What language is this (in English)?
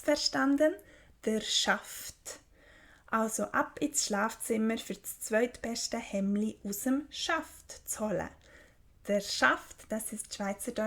Swiss German